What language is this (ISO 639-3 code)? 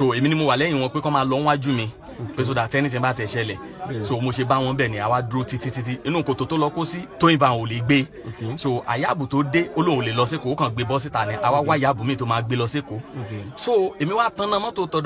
yor